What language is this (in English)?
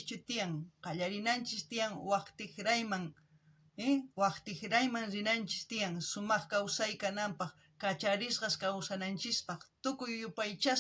South Bolivian Quechua